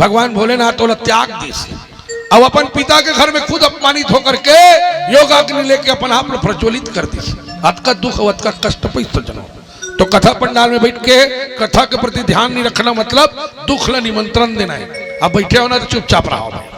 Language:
Chhattisgarhi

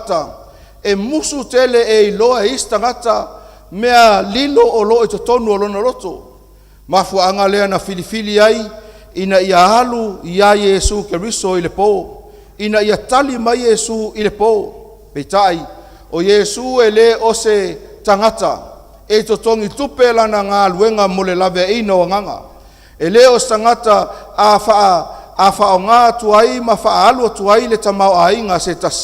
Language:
Samoan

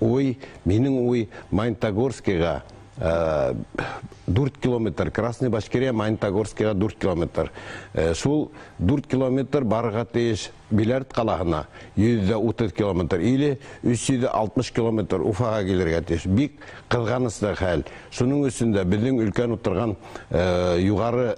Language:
Bashkir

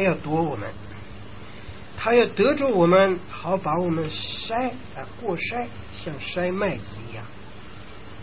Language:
Chinese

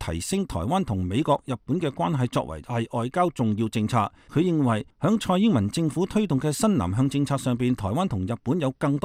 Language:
Cantonese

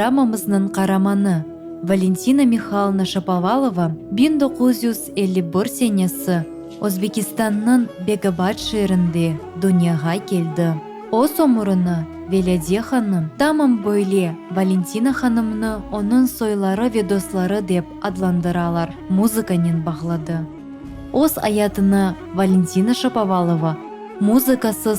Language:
Crimean Tatar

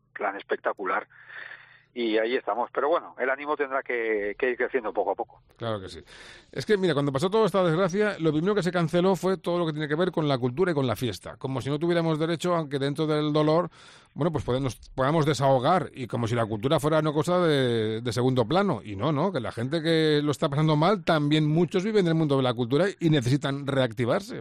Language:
Spanish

